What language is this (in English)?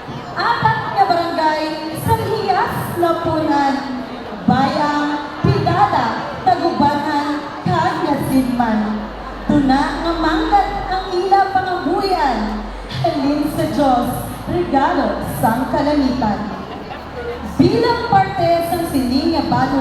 Hiligaynon